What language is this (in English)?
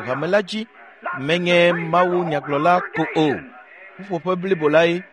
Ewe